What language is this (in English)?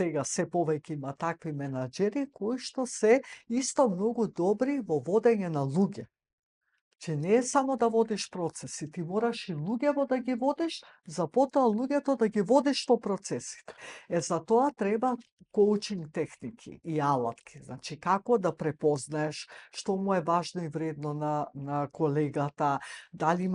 Macedonian